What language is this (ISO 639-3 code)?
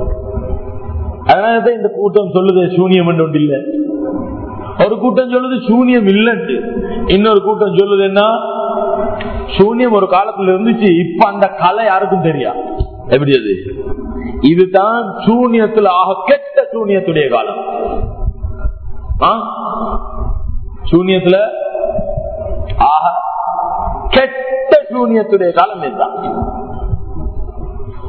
tam